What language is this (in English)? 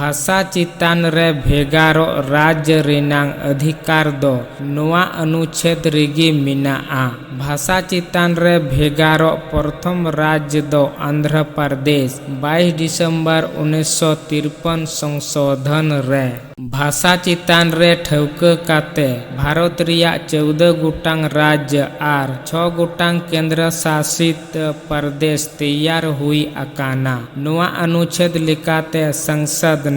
Santali